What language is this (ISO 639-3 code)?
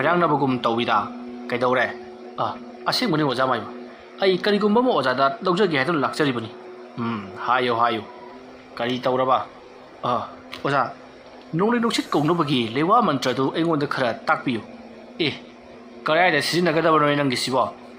mni